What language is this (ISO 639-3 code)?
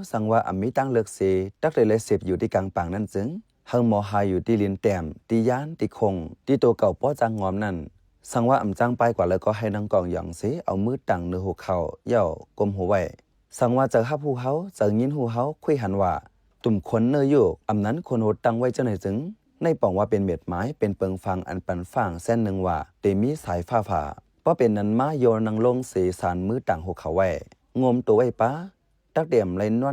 shn